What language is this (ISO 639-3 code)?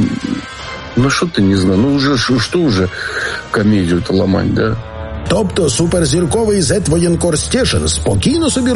ukr